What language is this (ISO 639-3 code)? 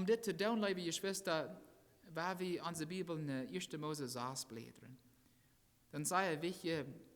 pdt